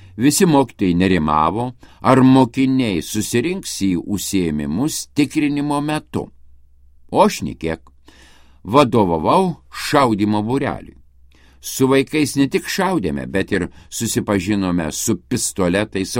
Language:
Lithuanian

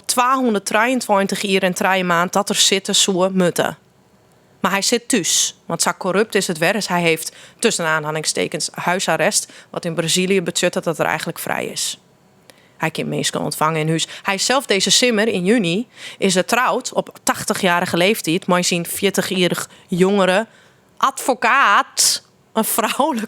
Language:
Western Frisian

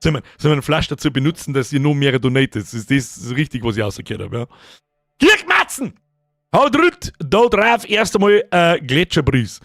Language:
Bavarian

